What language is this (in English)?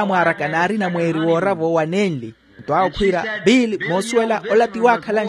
Makhuwa